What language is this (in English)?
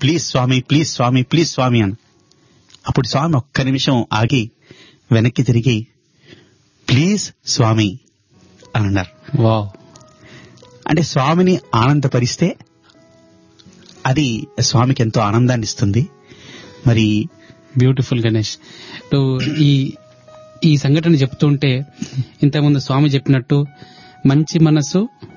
Telugu